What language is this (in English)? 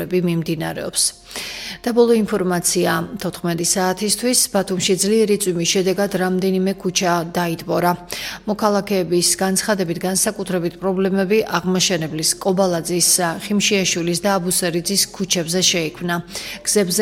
Georgian